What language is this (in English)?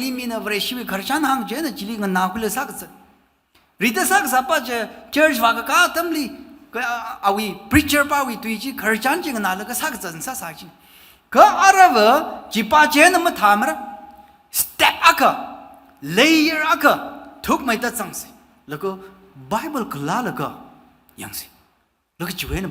Tangkhul Naga (India)